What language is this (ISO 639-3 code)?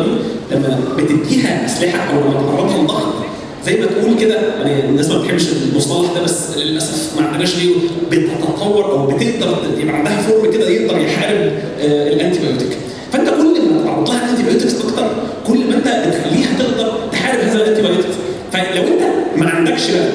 arz